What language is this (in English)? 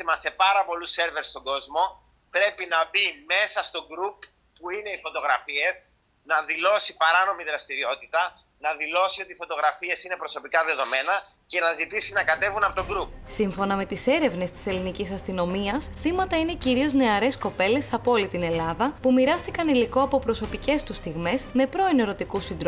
Greek